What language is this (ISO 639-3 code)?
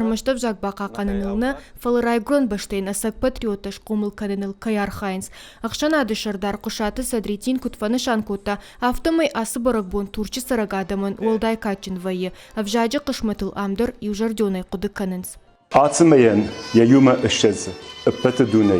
oss